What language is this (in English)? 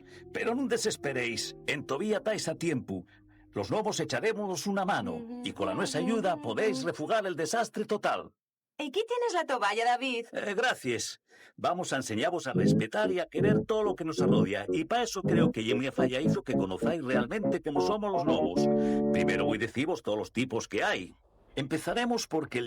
Asturian